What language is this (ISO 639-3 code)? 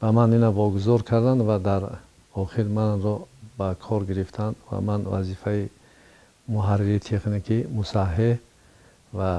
tgk